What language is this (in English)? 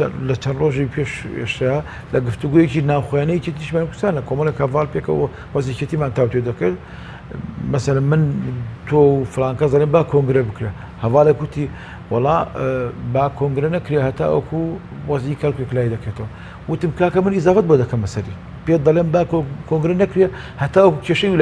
Central Kurdish